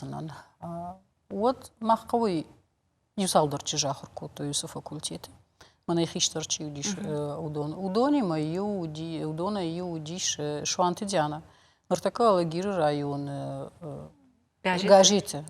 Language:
Ossetic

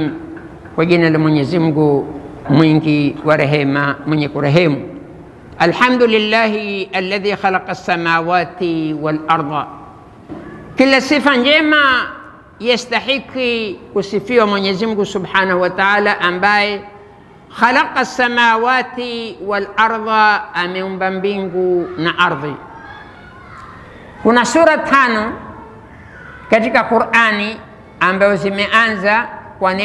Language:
Swahili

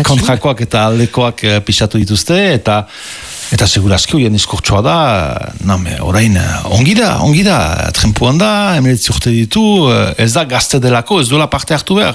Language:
Basque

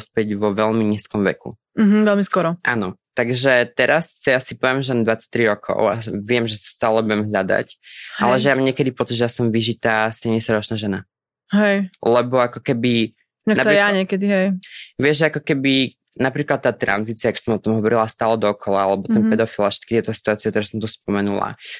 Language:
Slovak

